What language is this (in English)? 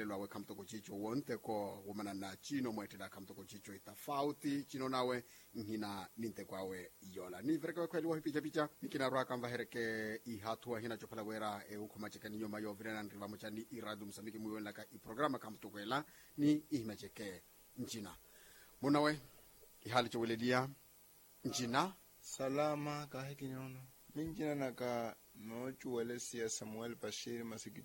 Makhuwa